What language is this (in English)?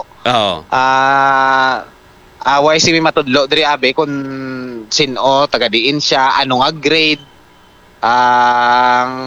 Hiligaynon